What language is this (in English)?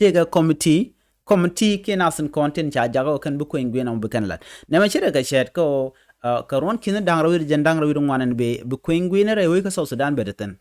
Nuer